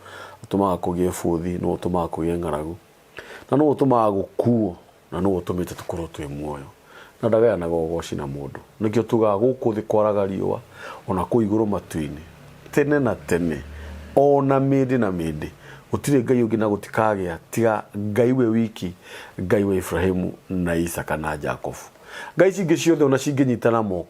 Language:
Kikuyu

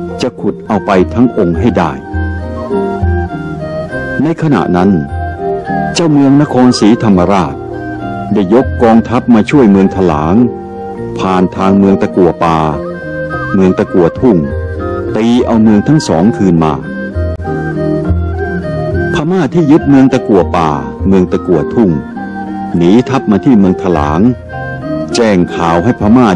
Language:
Thai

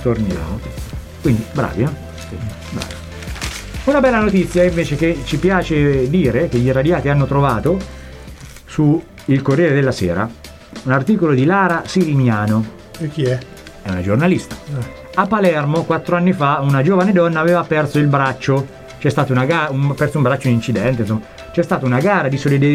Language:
Italian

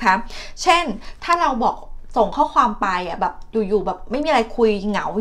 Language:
Thai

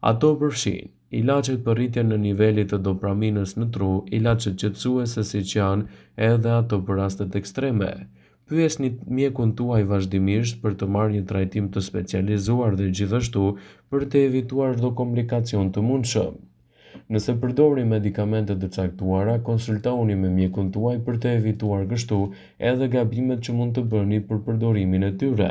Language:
Albanian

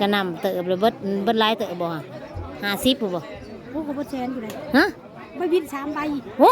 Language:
Northeastern Thai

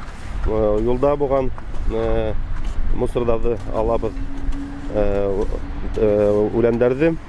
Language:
Bashkir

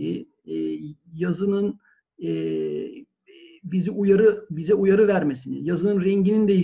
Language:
Turkish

